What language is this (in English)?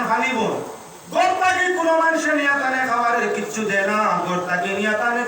Sylheti